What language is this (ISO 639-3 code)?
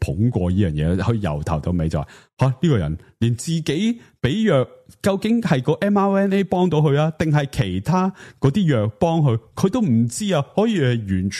yue